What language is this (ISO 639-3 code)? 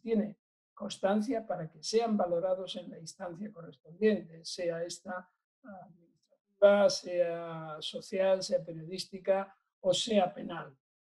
spa